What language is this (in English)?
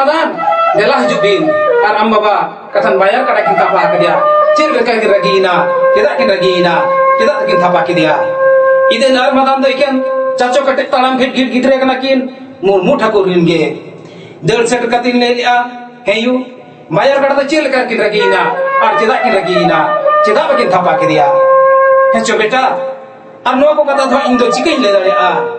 Santali